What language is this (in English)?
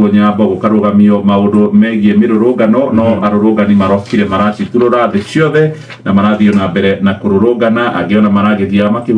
Kikuyu